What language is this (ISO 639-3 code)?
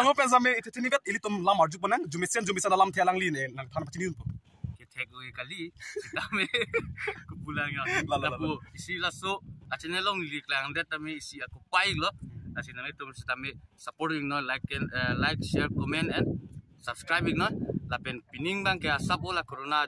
mjw